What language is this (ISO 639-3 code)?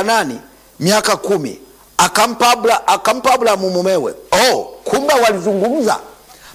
swa